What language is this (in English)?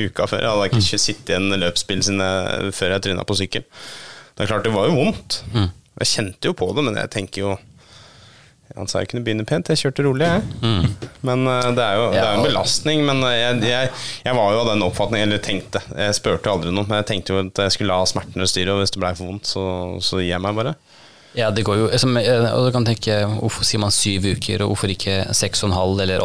Norwegian